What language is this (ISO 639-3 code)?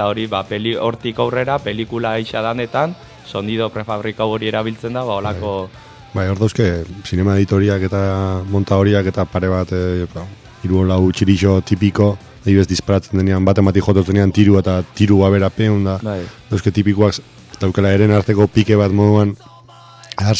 eus